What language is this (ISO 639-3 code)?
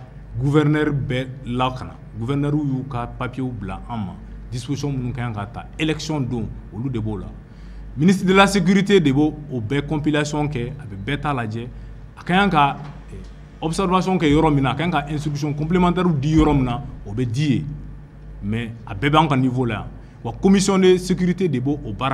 bam